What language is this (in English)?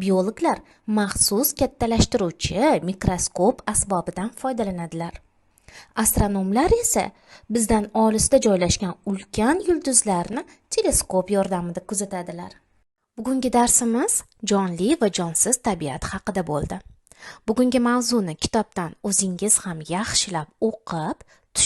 Uzbek